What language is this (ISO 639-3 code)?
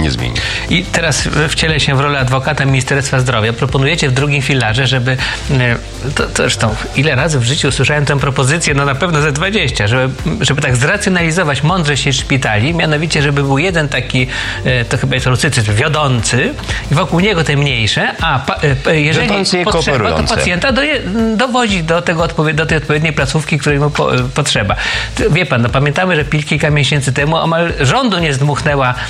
pol